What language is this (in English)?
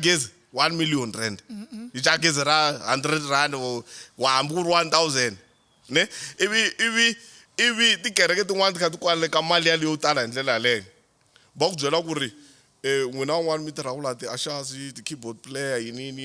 Tsonga